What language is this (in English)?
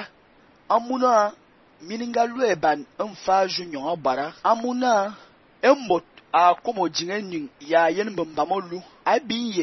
Fang